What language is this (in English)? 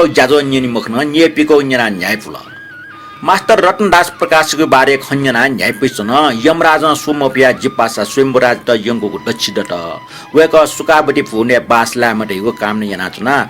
Newari